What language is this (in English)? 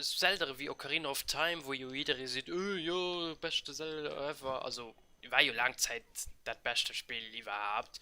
Luxembourgish